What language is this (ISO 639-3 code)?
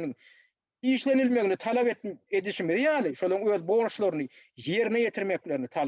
tuk